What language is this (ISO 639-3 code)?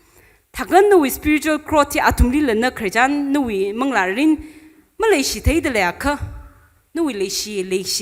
nmf